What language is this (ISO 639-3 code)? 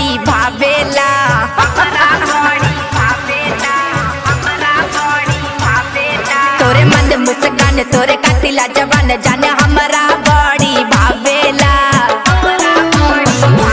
bho